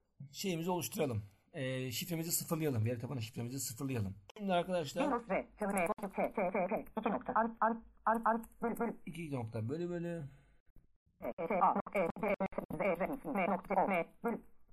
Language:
Turkish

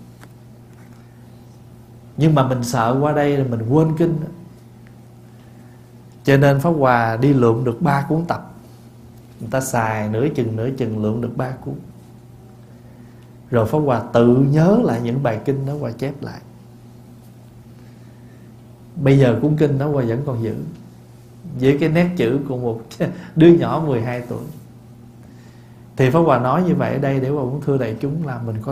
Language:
Vietnamese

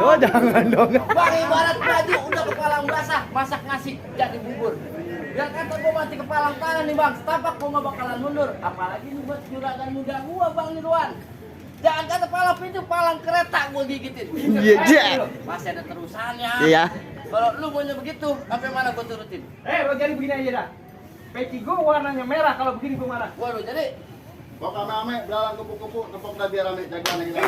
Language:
Betawi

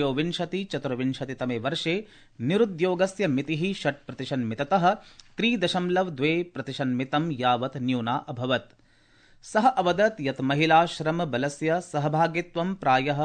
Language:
Sanskrit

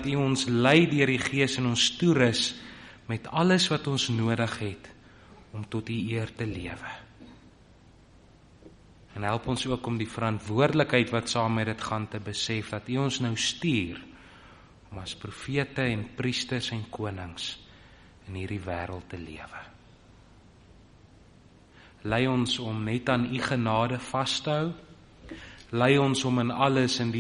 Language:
Afrikaans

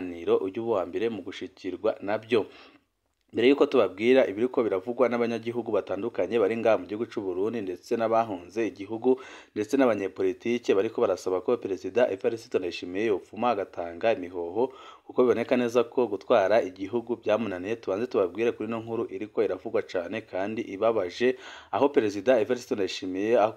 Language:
Rundi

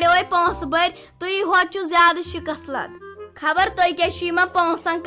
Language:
Kashmiri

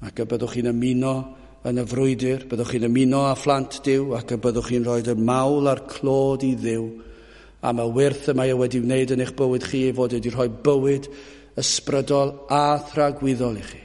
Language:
Welsh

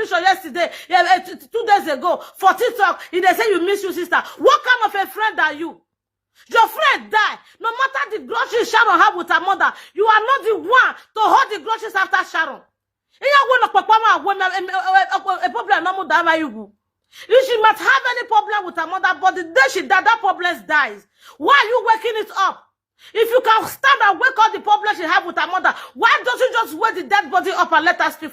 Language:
Nigerian Pidgin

